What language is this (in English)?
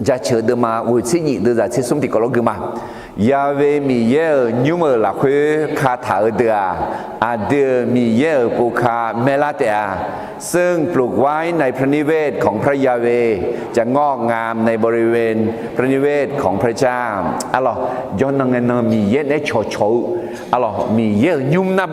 Akha